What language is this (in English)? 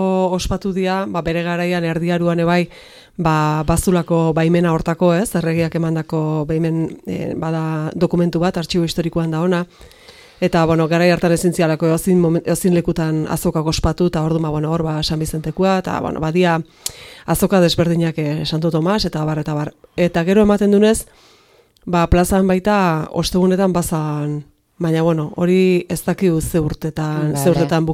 Basque